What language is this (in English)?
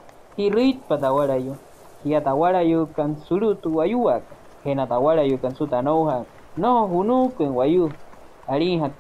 Wayuu